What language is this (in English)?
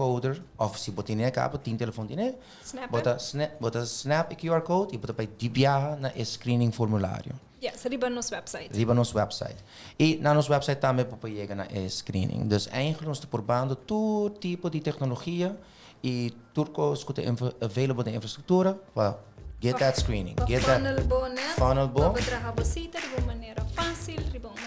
Papiamento